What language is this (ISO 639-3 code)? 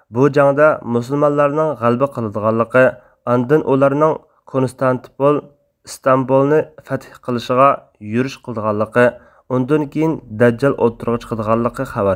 uig